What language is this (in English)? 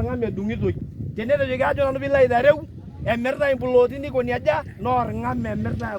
Masai